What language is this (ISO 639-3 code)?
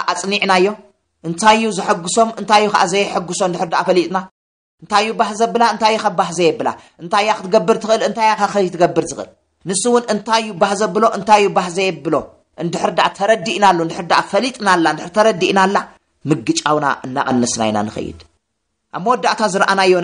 tir